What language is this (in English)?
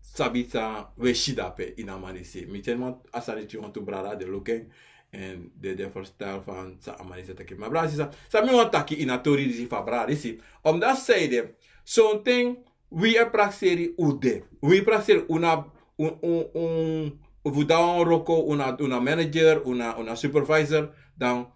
Sranan Tongo